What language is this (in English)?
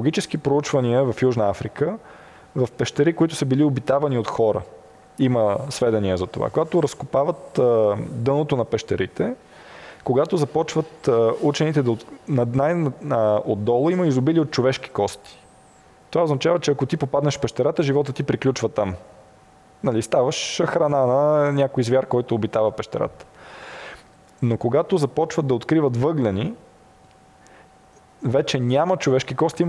Bulgarian